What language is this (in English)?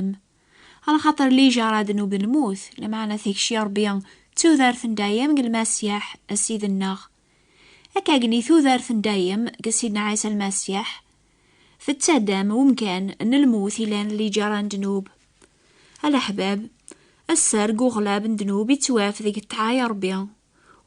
Kabyle